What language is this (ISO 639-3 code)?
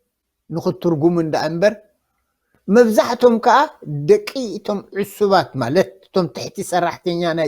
tir